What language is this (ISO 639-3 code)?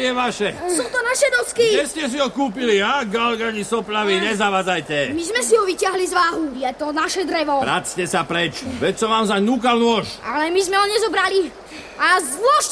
slk